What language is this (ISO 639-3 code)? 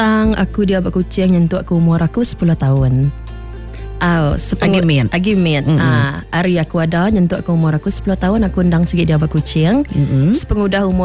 msa